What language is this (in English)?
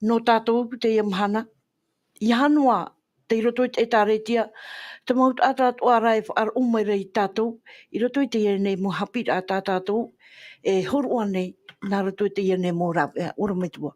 Tahitian